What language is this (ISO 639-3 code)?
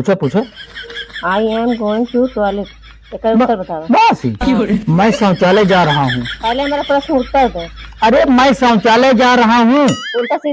awa